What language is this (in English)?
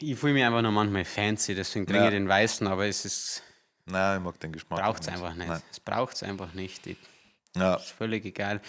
Bavarian